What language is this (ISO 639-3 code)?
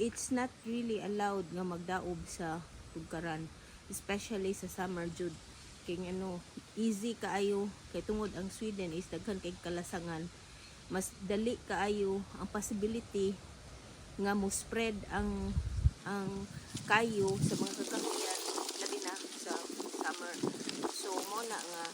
ceb